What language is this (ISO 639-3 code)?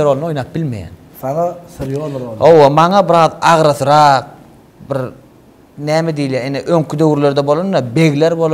tuk